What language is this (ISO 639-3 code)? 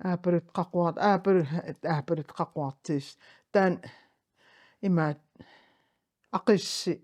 kal